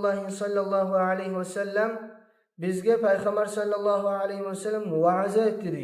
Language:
Kumyk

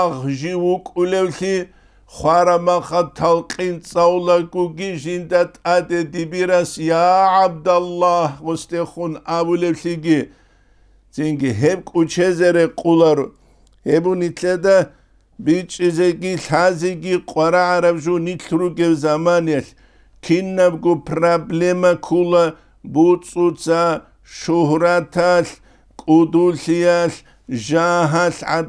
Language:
Avaric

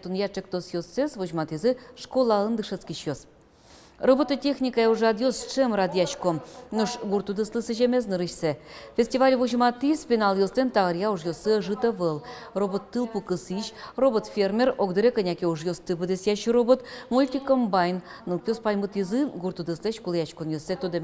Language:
Udmurt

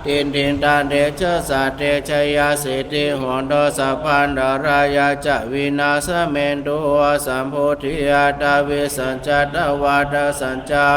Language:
Pali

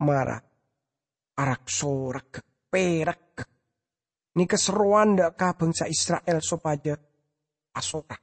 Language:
Madurese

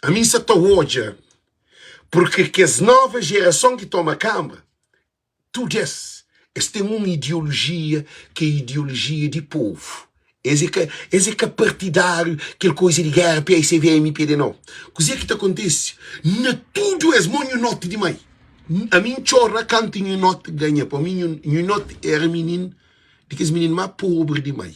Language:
Kabuverdianu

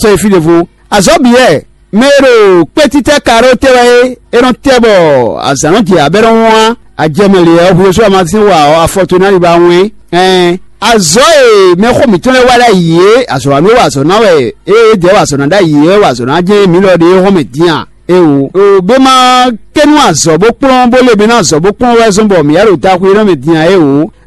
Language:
Fon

